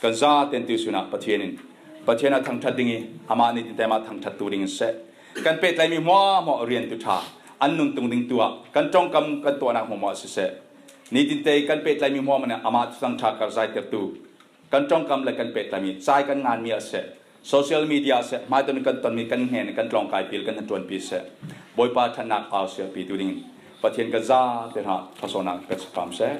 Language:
Falam Chin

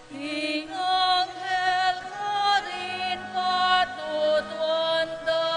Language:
Pampanga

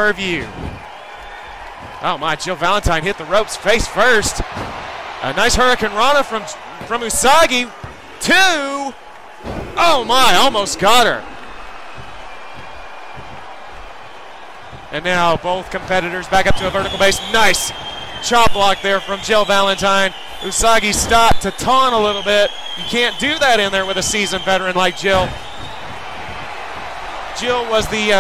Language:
English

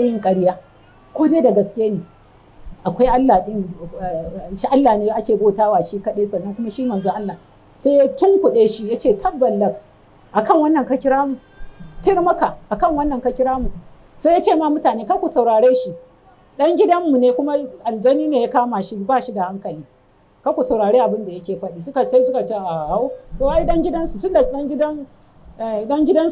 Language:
Hausa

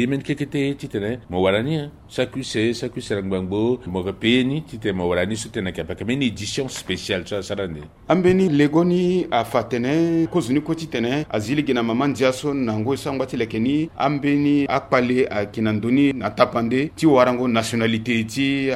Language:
Sango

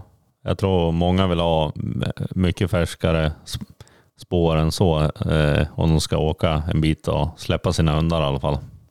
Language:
Swedish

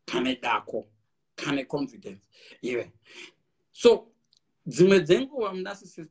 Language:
Shona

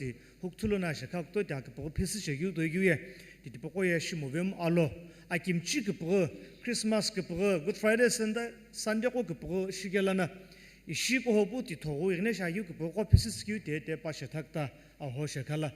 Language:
Sumi Naga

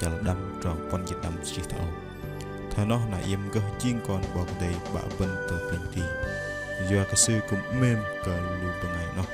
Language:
Bahnar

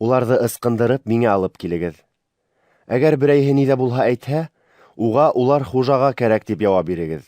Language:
Bashkir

